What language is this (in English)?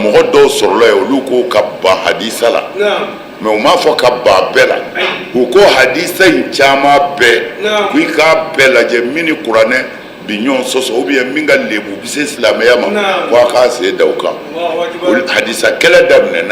Bambara